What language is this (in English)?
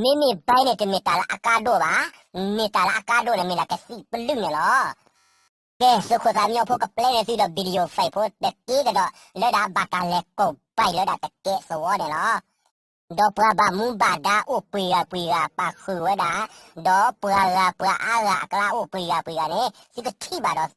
S'gaw Karen